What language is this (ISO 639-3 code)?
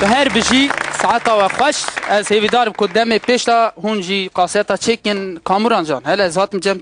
kur